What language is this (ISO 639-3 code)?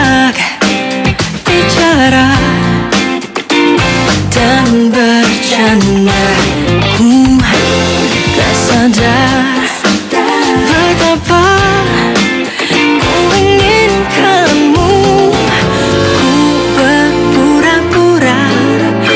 ind